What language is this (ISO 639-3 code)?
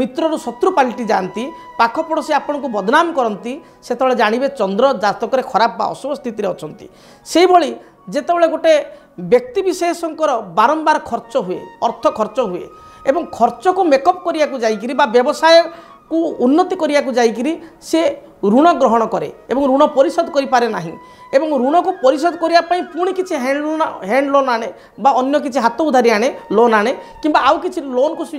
ori